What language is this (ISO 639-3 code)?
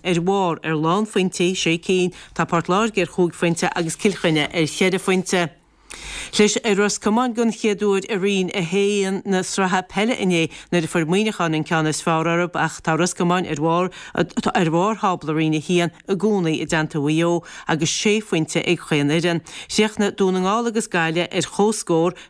gle